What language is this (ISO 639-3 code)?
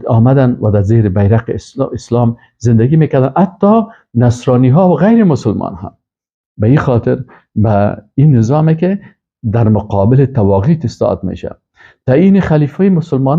fas